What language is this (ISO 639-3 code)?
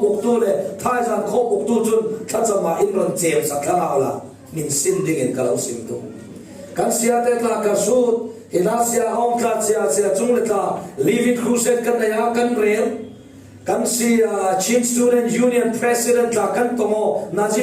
cfm